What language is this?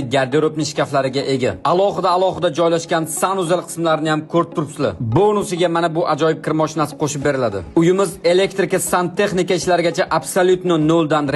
Uzbek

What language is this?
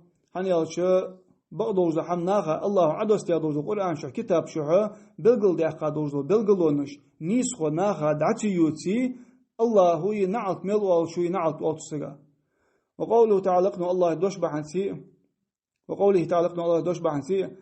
Ingush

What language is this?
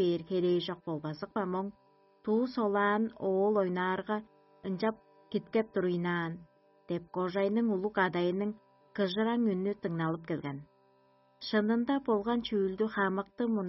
Tuvinian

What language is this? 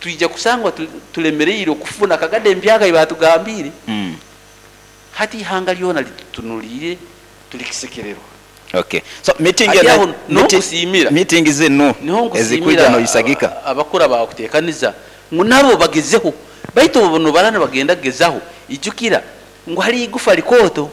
Nyoro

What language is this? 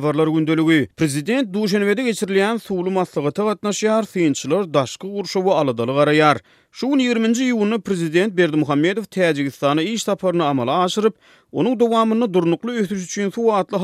Turkmen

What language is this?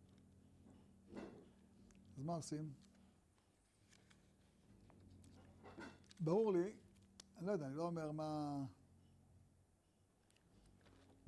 Hebrew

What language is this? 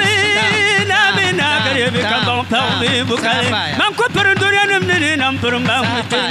Dagbani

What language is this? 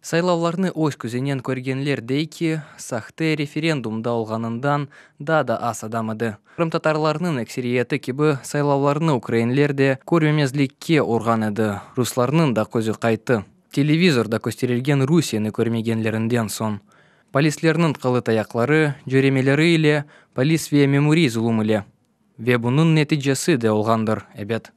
Crimean Tatar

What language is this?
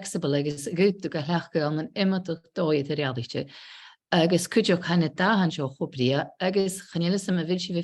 Scottish Gaelic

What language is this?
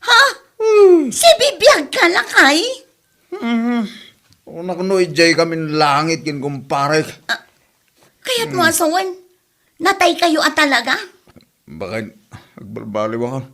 Iloko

